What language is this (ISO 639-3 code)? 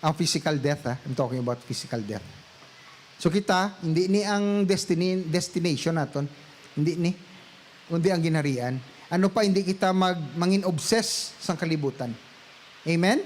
hil